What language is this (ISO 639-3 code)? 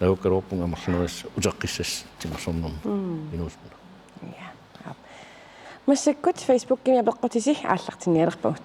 kal